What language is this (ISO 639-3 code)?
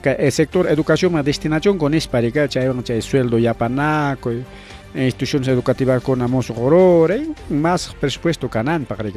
quy